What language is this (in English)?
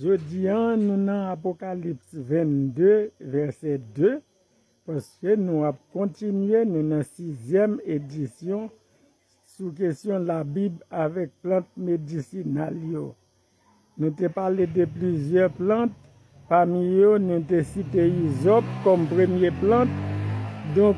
Haitian Creole